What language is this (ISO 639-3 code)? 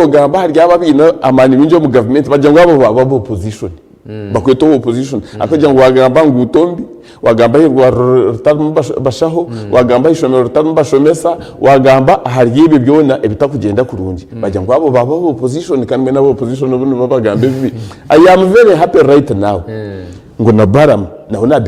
nyn